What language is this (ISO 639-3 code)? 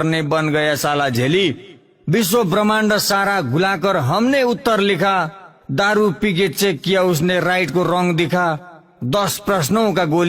nep